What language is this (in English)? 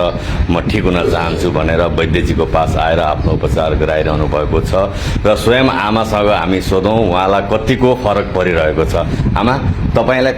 Nepali